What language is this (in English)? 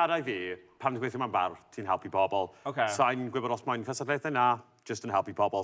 Welsh